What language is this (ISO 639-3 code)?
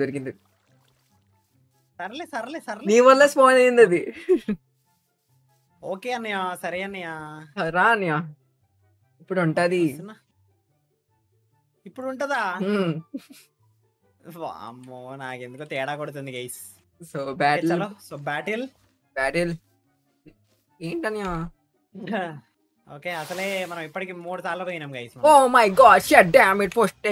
tel